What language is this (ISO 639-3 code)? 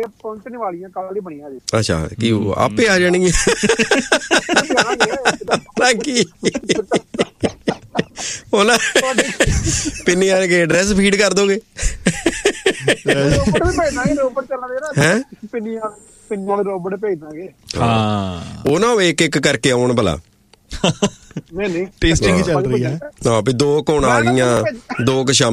pan